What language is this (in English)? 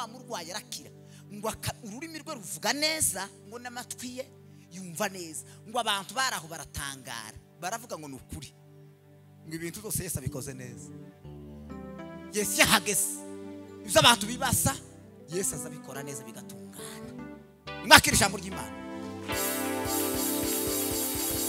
Kinyarwanda